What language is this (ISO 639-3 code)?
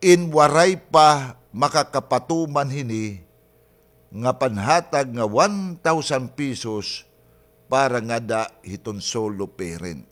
war